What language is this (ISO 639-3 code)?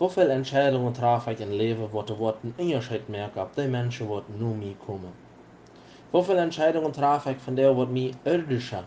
pdt